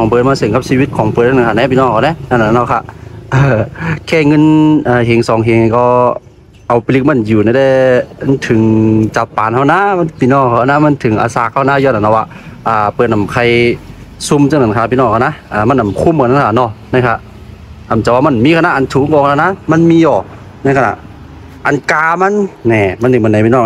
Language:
Shan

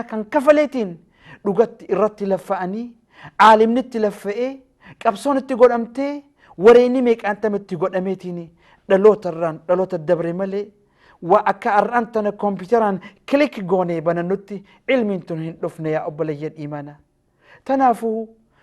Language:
Oromo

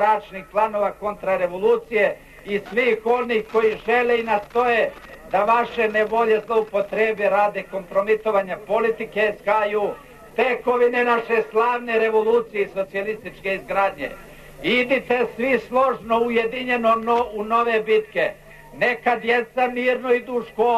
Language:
Serbian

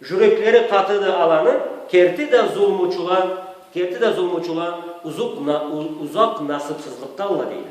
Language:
Karachay-Balkar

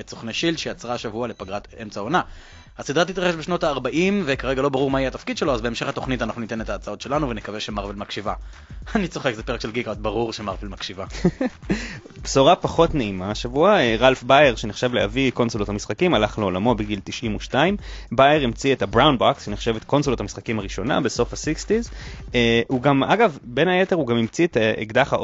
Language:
Hebrew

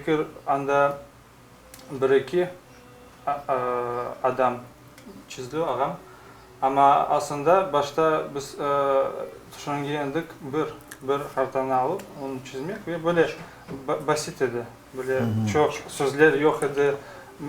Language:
Crimean Tatar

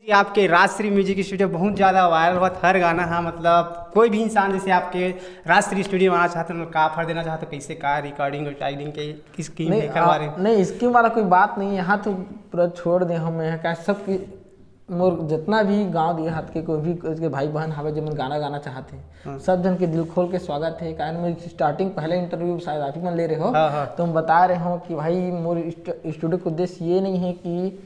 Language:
Chhattisgarhi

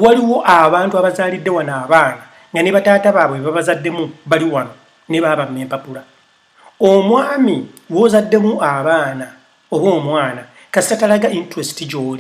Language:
Ganda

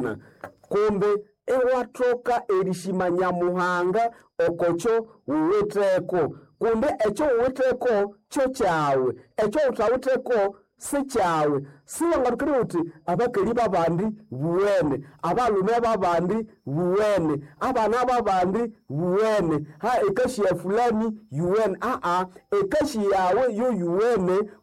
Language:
Nande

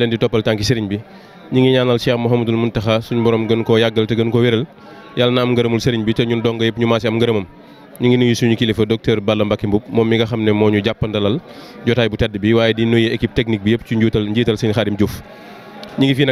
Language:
Wolof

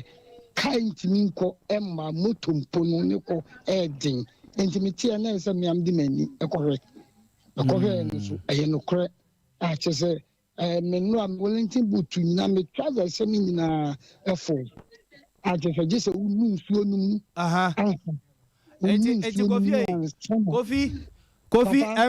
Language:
Akan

